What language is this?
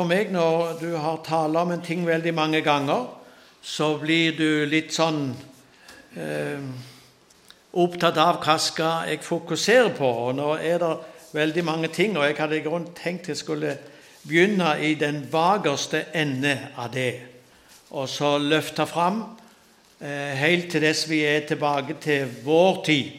Norwegian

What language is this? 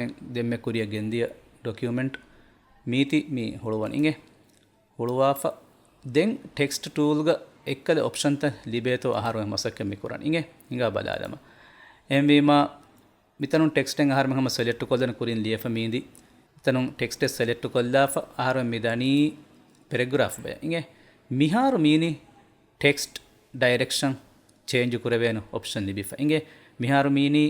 Divehi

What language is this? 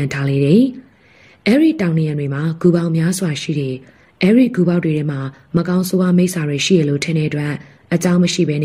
Burmese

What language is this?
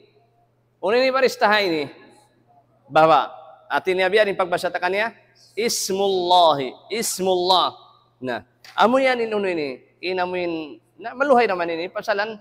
Tausug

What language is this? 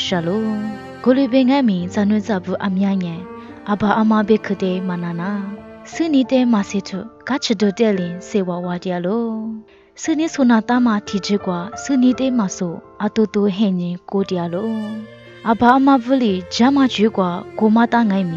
Lisu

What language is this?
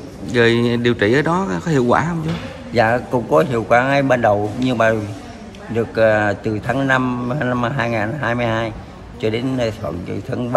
Vietnamese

